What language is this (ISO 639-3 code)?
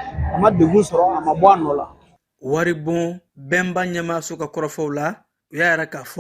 bam